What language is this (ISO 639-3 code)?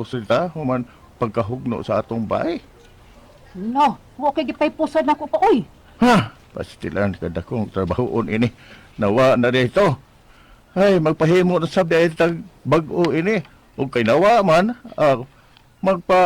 ceb